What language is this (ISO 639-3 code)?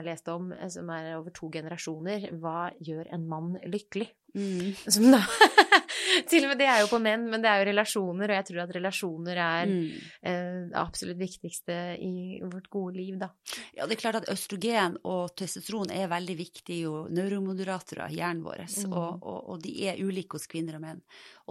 nor